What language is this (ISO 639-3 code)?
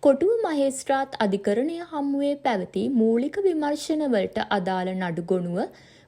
sin